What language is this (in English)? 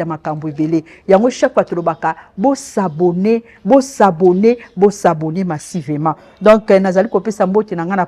Lingala